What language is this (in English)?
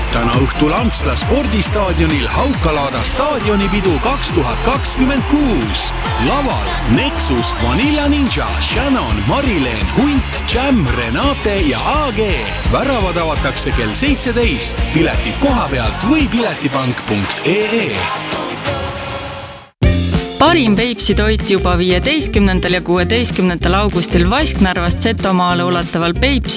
Estonian